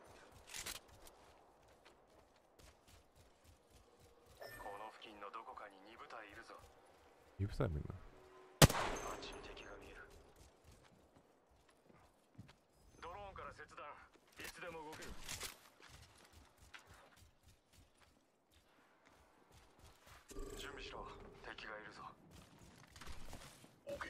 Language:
Japanese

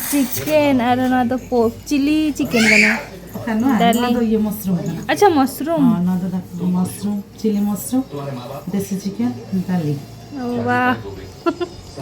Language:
Santali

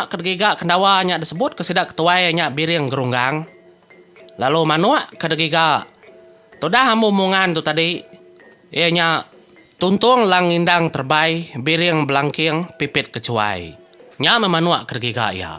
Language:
Iban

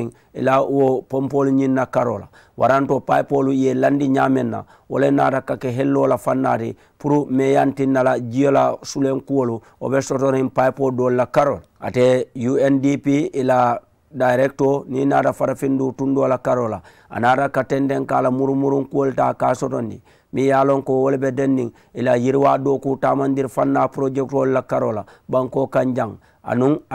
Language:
Mandingo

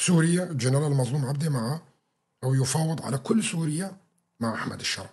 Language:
North Levantine Arabic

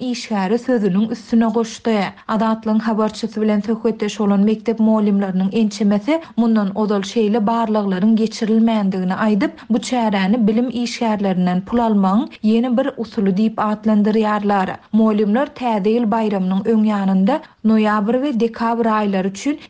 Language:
Turkmen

